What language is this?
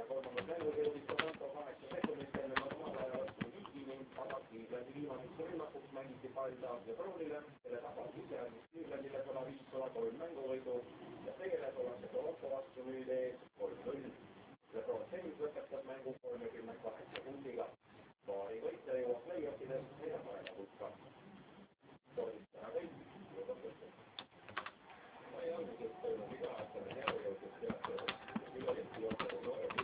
Estonian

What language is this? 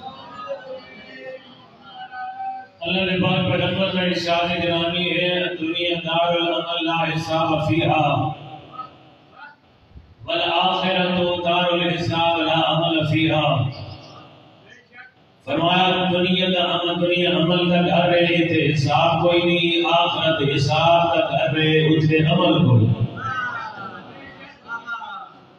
Urdu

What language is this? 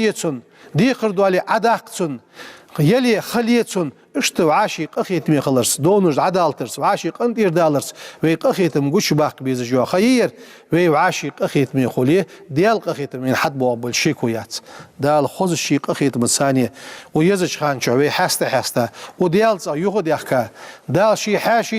Ingush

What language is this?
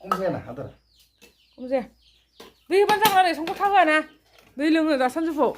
Bodo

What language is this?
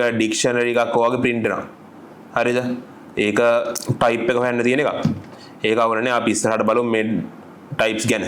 Sinhala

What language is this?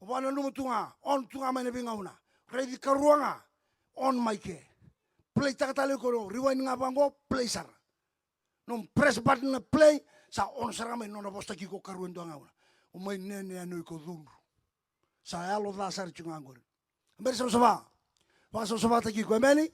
Fijian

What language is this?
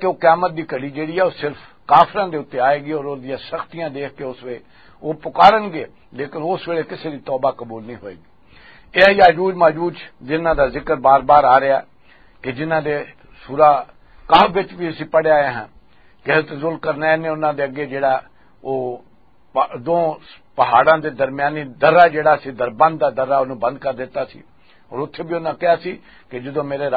Western Panjabi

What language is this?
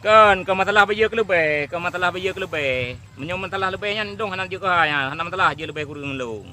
Achinese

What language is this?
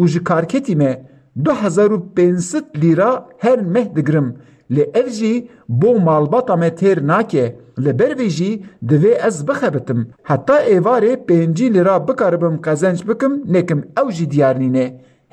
Kurdish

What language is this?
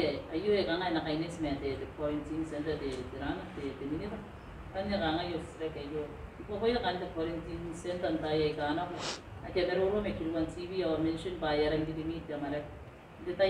Gilbertese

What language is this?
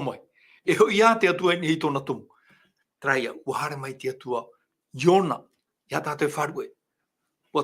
Tahitian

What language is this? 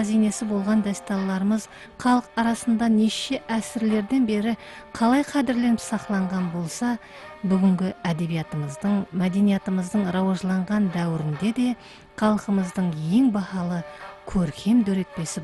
Kara-Kalpak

